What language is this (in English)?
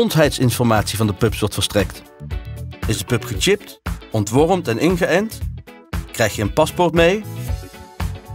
Dutch